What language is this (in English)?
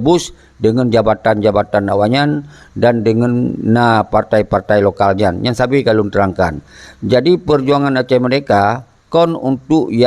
Achinese